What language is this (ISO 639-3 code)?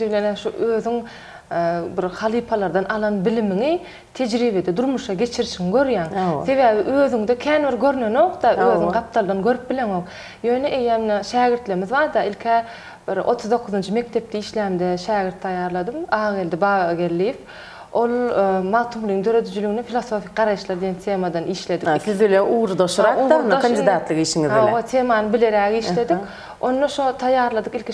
tuk